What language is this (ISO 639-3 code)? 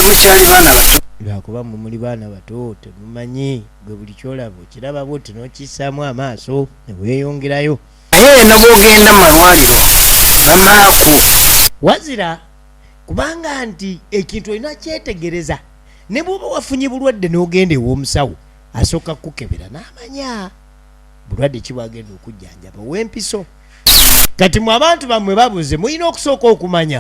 lug